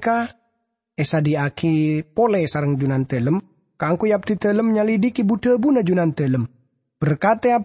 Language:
Madurese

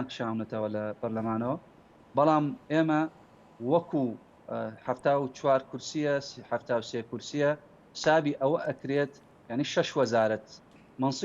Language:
Central Kurdish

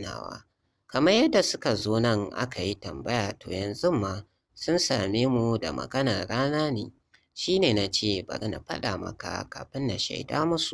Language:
Hausa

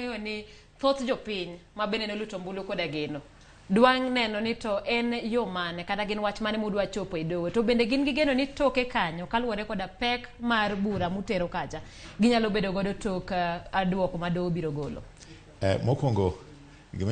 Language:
Luo (Kenya and Tanzania)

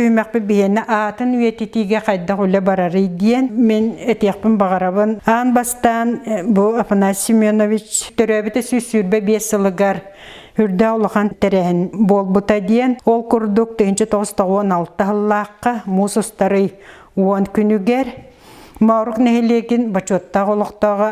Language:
Yakut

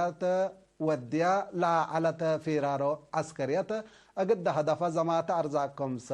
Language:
Tigre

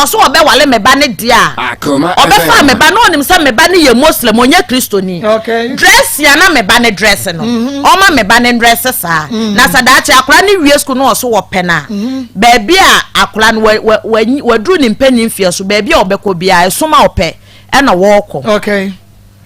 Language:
Akan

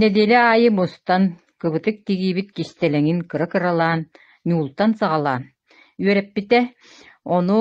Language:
Yakut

